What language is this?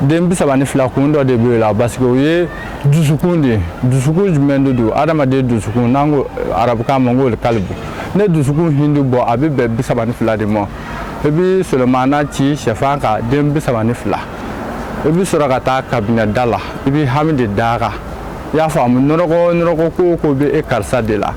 Bambara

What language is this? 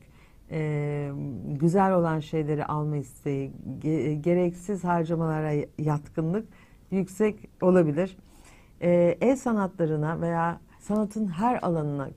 Turkish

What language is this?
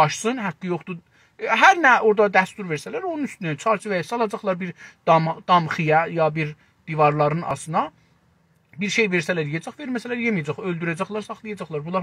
South Azerbaijani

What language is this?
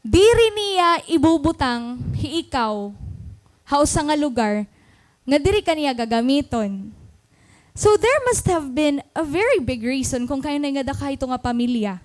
Waray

